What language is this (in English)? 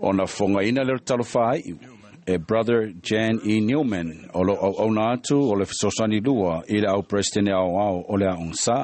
Samoan